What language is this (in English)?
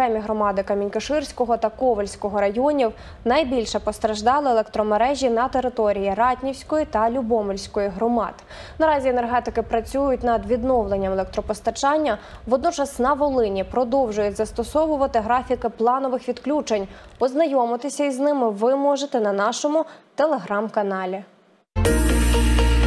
Ukrainian